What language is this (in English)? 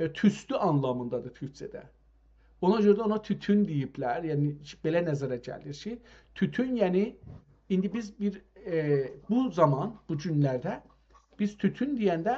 South Azerbaijani